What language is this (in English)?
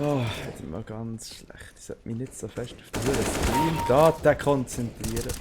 Swiss German